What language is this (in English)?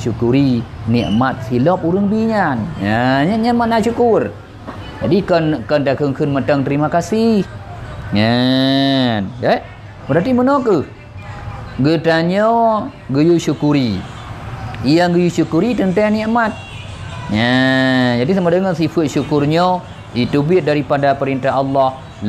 Achinese